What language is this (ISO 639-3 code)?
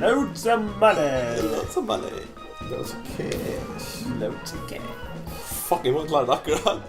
fao